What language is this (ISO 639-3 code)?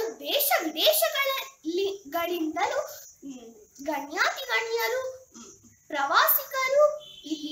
kan